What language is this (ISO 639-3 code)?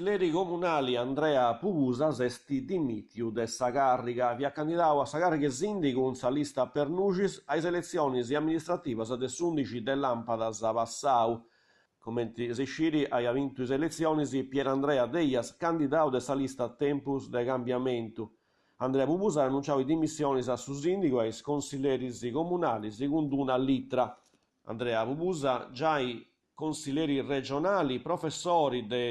srd